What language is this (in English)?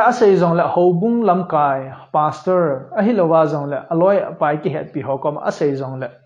Thado Chin